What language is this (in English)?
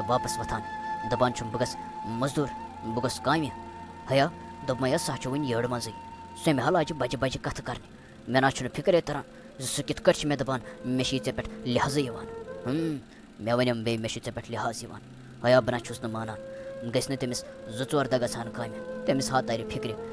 Kashmiri